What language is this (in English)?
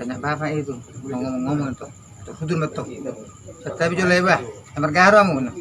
Batak Toba